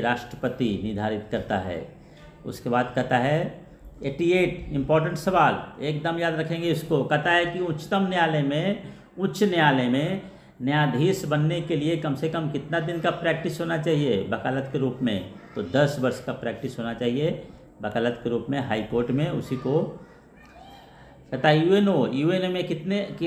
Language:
Hindi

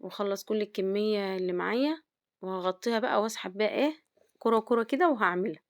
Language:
Egyptian Arabic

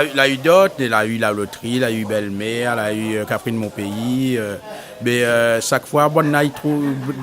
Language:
Réunion Creole French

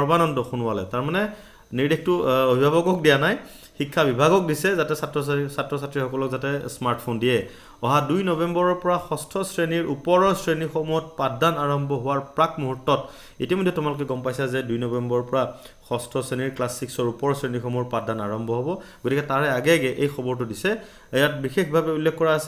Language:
Assamese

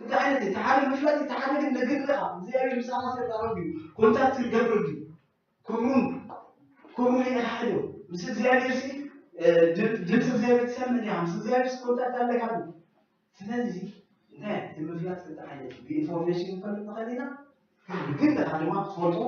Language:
Tigrinya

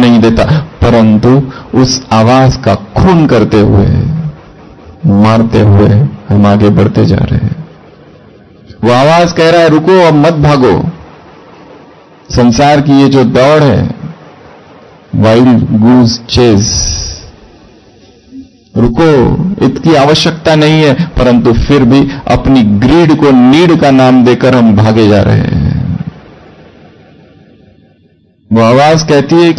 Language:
Hindi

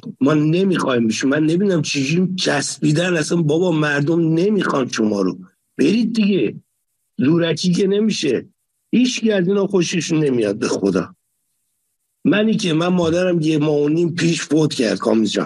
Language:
Persian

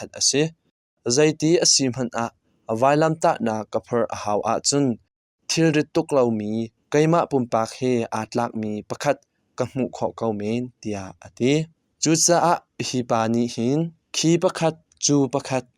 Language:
Hakha Chin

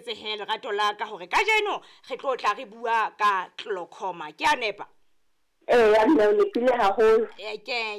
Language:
Southern Sotho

